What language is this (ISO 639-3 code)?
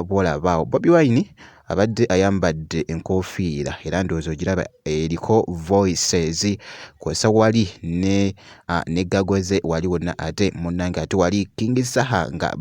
lug